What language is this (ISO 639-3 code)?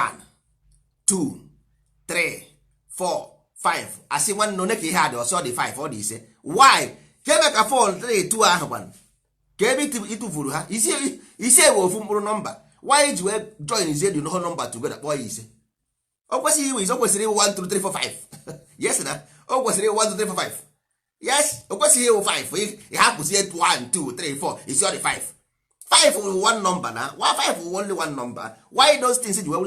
ibo